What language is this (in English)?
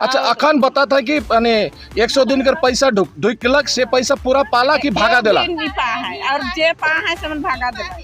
Sadri